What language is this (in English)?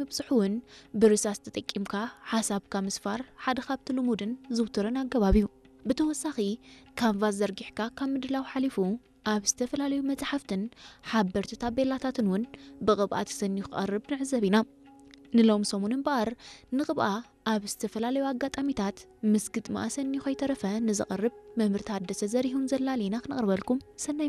Tigrinya